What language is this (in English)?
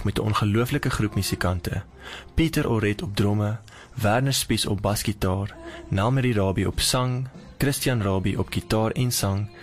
Afrikaans